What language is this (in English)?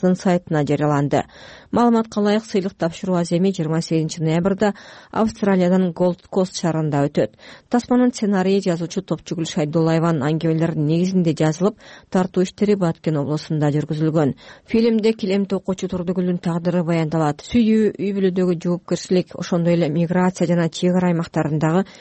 Kyrgyz